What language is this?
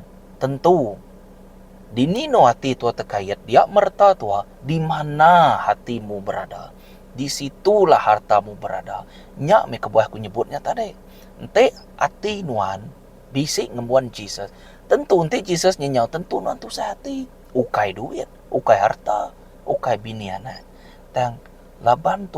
Iban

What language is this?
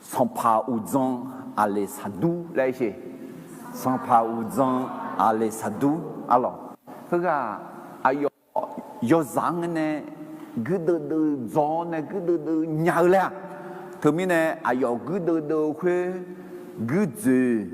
Akha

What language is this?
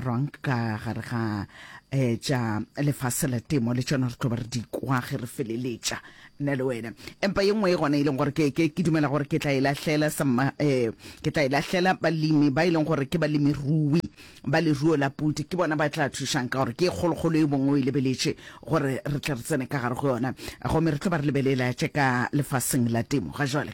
Northern Sotho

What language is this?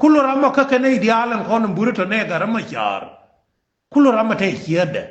Nuer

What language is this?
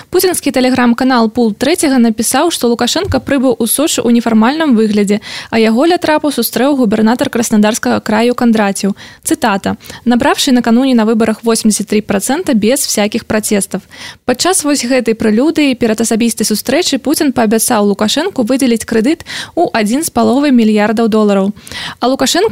Belarusian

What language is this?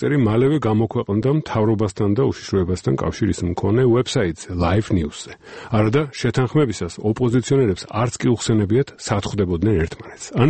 Georgian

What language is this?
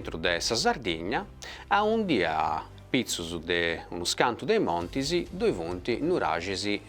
Sardinian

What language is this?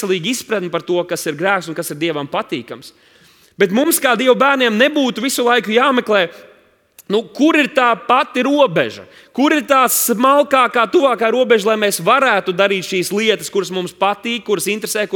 Latvian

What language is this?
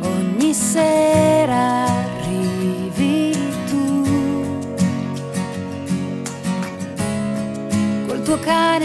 Italian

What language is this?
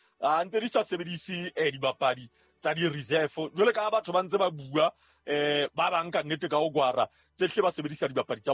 Southern Sotho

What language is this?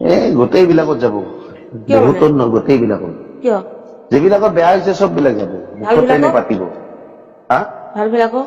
Assamese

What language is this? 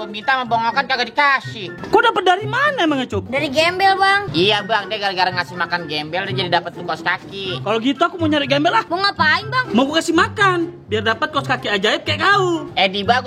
Betawi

